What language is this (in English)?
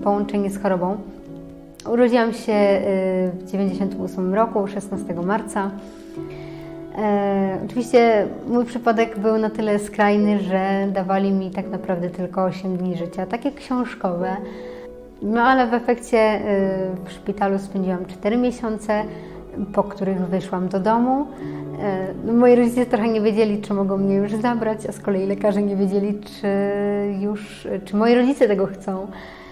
Polish